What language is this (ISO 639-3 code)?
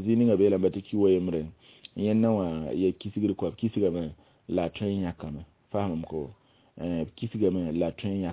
mos